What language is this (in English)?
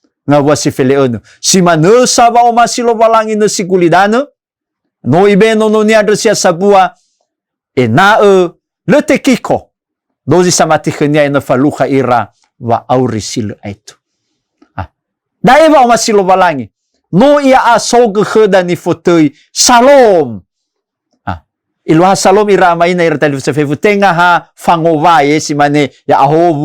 Nias